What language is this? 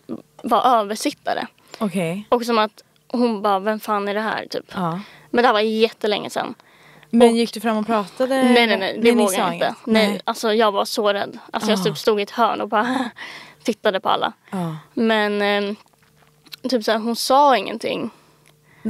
Swedish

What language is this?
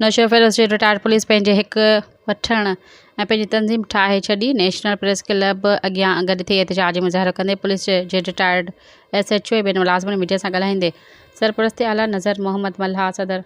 Sindhi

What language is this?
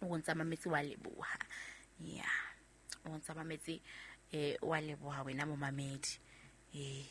Southern Sotho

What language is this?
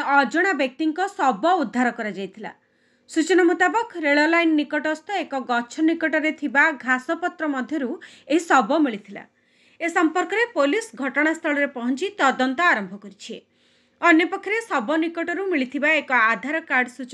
Odia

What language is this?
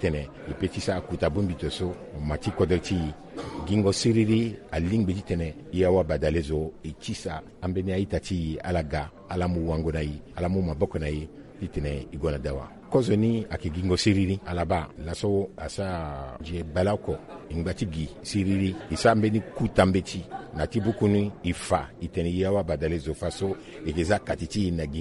Sango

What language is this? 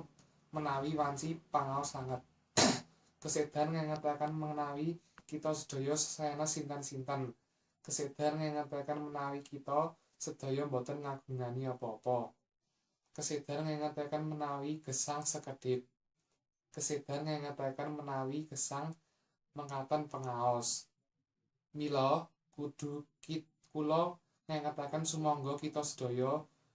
Javanese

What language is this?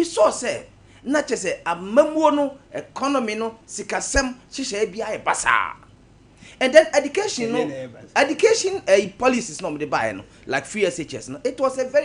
Akan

